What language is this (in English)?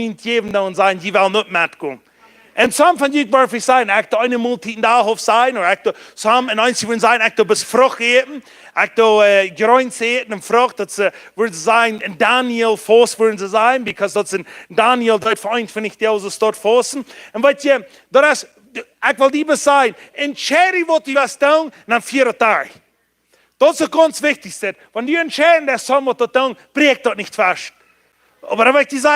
Plautdietsch